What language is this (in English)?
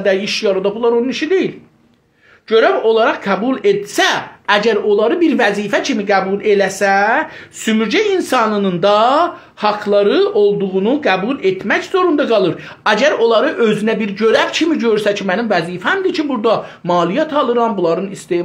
South Azerbaijani